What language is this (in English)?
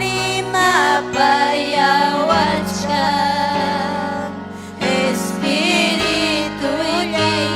Ayacucho Quechua